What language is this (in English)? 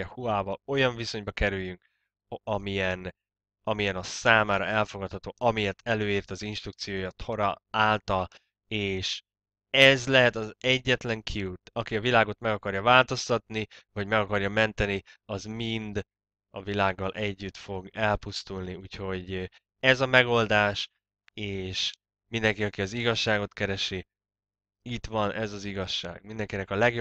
Hungarian